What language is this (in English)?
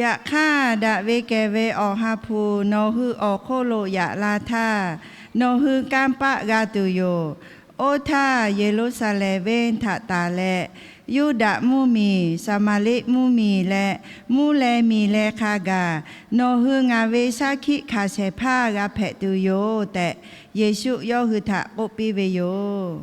Lahu